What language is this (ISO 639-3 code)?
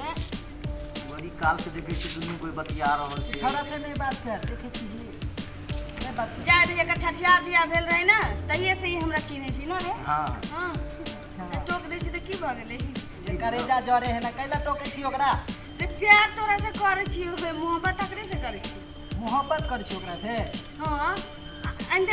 mai